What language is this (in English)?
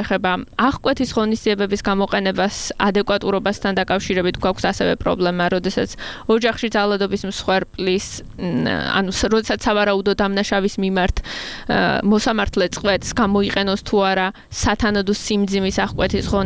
Georgian